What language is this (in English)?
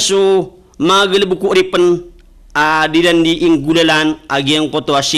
Maranao